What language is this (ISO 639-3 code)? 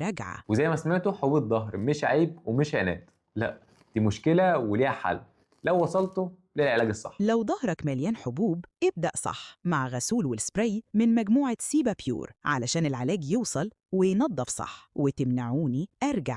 arz